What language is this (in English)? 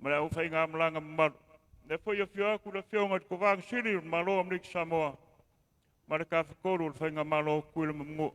Samoan